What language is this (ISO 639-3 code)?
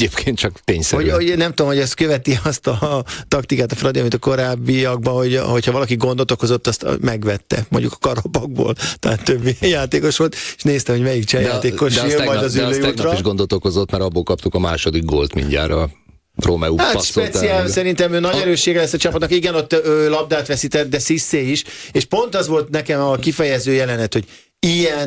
hun